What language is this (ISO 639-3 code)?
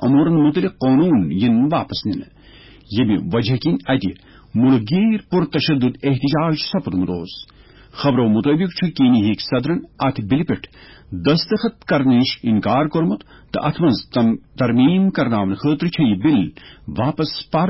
kas